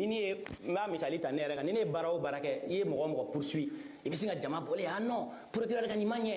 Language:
Bambara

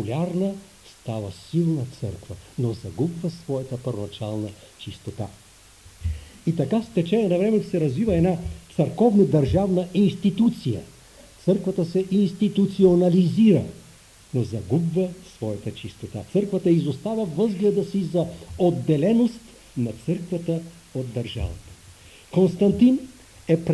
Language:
Bulgarian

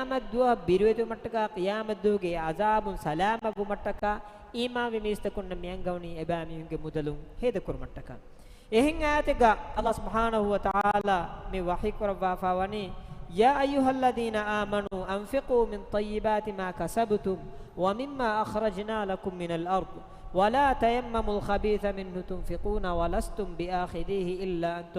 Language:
Divehi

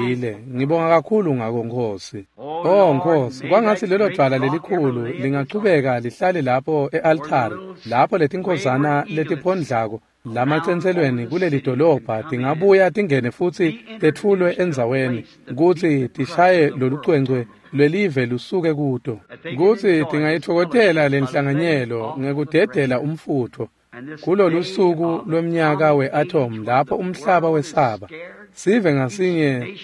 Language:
Swati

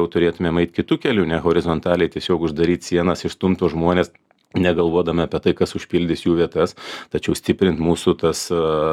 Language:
Lithuanian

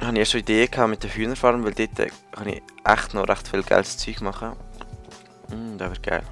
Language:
Swiss German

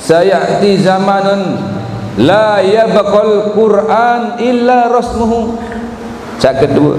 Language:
Sasak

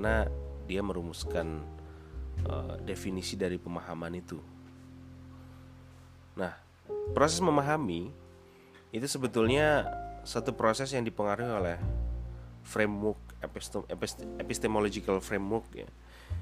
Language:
Indonesian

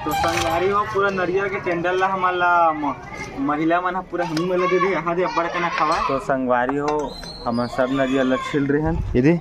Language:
Chhattisgarhi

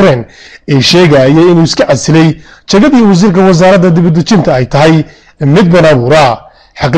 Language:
Somali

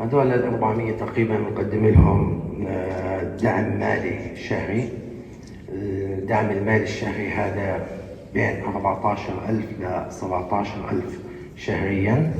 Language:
North Levantine Arabic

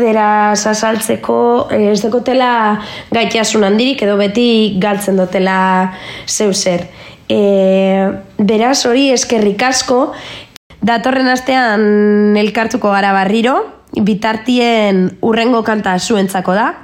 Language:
Basque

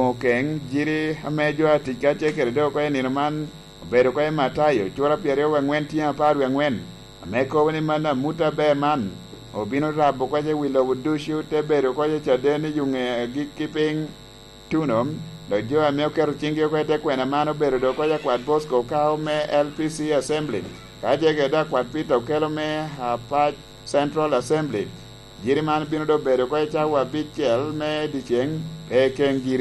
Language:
Lango (Uganda)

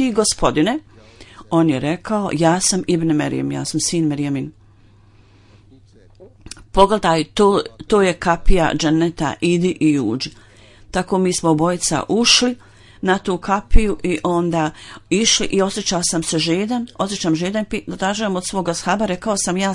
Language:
Bosnian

